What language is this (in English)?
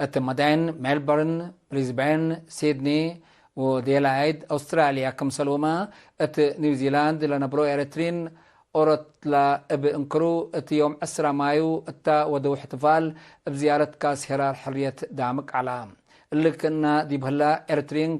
Tigre